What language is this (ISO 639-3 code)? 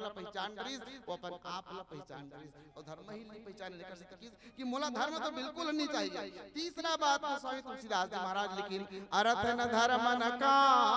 hne